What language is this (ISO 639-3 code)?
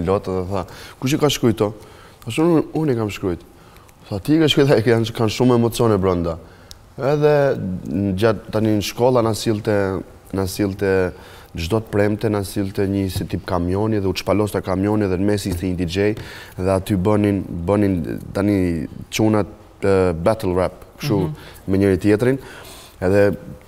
sqi